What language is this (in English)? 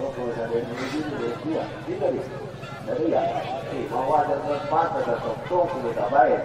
Batak Angkola